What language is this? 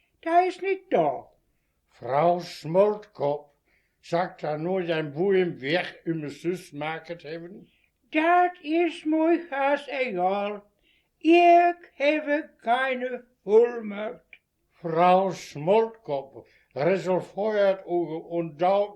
Westphalien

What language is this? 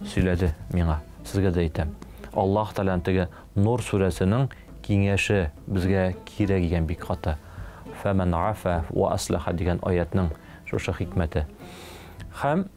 Tatar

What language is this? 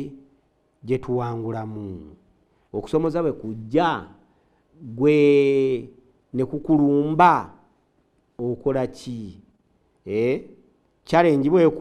Ganda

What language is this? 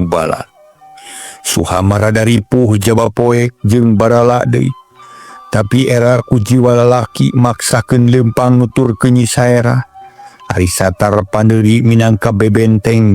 Sundanese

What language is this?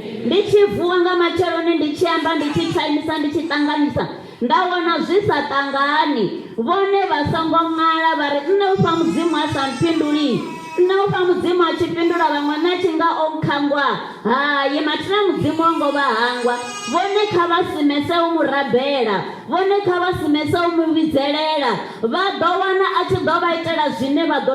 Venda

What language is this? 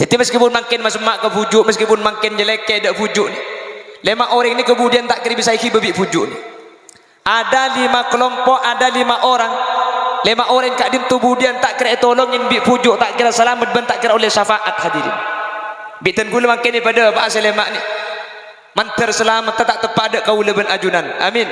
Madurese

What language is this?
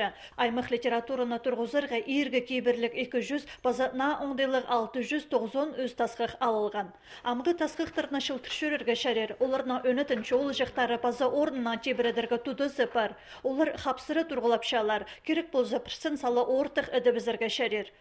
Khakas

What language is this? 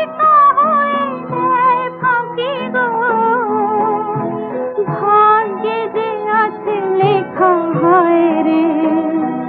Bangla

